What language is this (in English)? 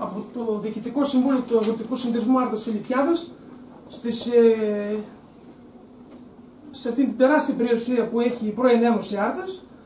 Greek